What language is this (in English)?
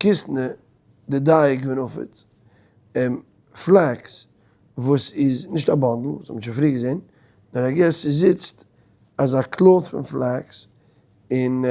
Yiddish